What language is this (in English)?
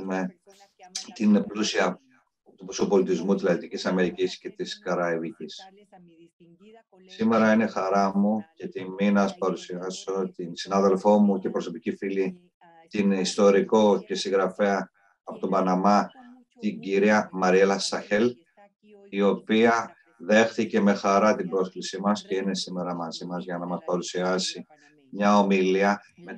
Greek